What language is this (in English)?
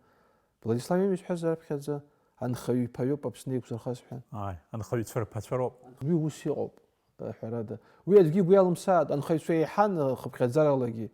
Abkhazian